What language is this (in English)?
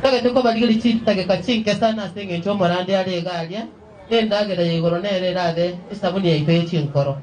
Gusii